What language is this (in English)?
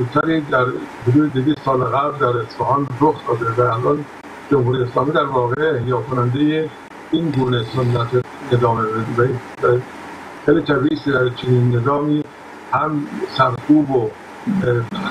Persian